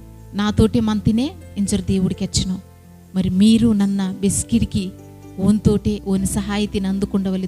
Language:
Koya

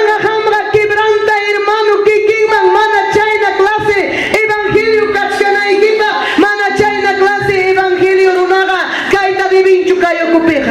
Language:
Ayacucho Quechua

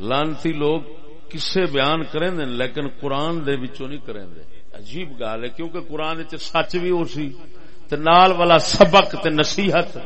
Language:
Saraiki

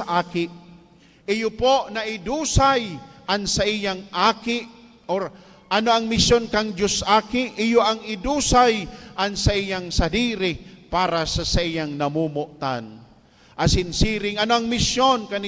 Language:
Bikol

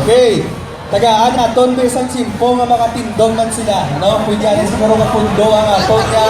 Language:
Hiligaynon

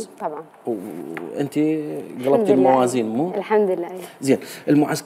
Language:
Mesopotamian Arabic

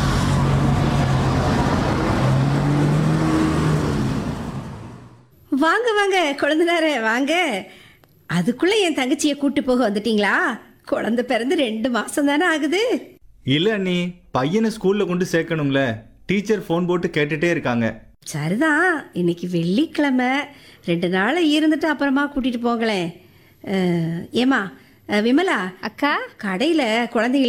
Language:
Tamil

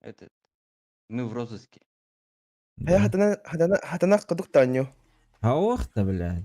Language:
Yakut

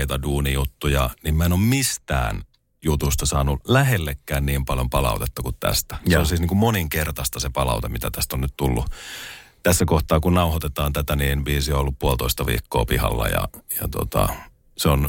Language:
Finnish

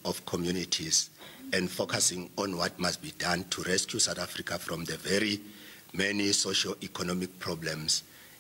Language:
English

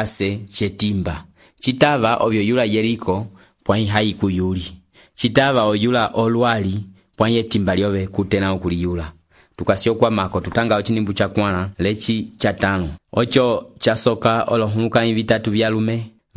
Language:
Umbundu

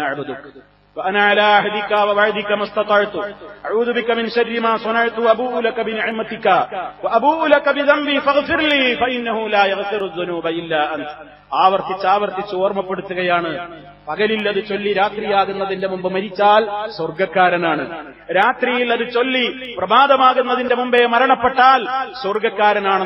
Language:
Malayalam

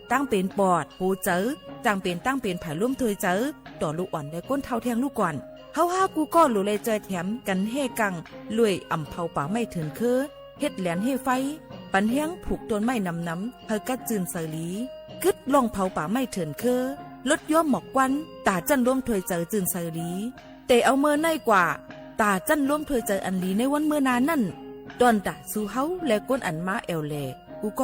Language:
Shan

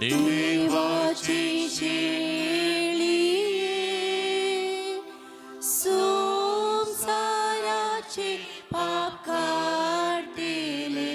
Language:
Konkani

